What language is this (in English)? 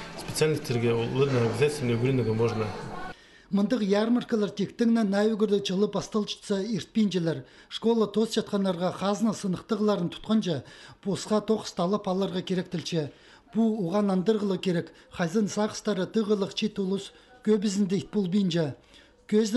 Khakas